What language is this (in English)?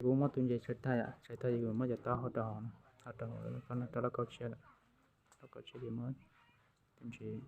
Hmong